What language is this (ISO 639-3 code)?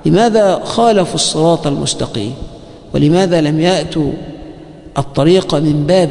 ara